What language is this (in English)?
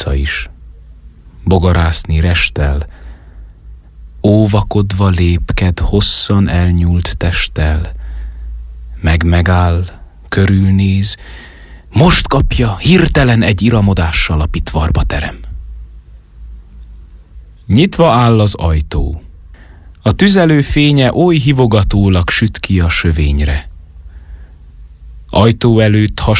Hungarian